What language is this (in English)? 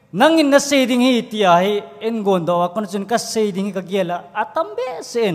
Thado Chin